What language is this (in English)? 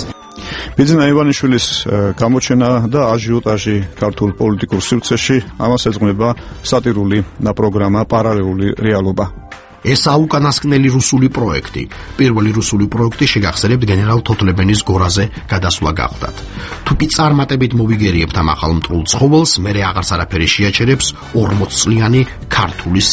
Georgian